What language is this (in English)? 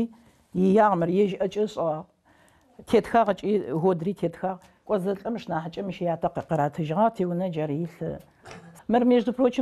Adyghe